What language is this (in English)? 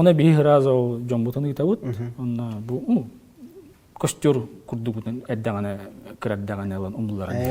Yakut